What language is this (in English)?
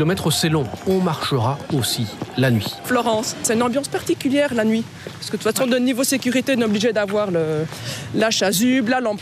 French